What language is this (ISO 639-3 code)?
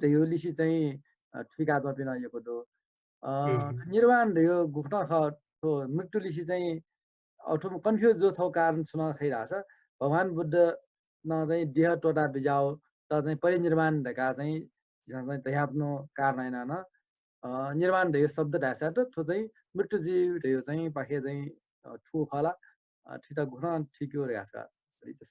new